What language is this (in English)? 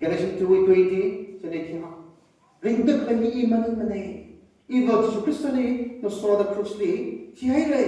Tangkhul Naga (India)